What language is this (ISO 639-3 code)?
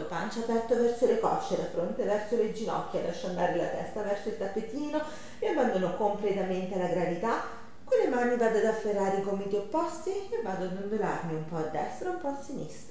ita